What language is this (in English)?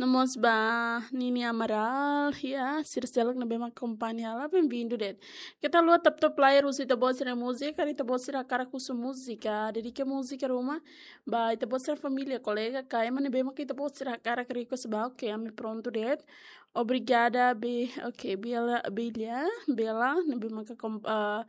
Tetum